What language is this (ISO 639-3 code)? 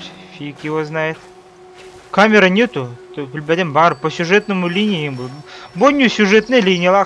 sah